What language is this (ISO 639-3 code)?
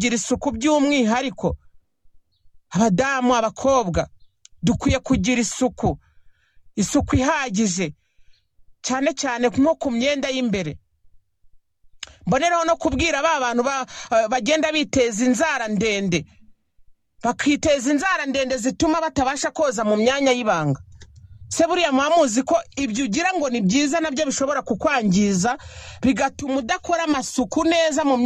kin